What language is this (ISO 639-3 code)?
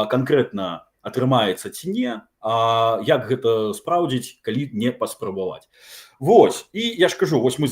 bel